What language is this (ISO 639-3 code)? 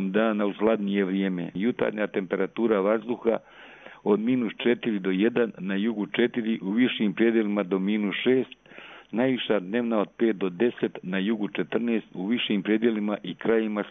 hrv